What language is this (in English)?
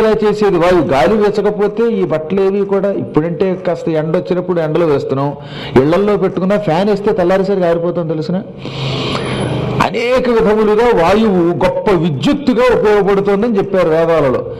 Telugu